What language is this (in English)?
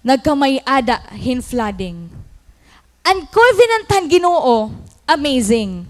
Waray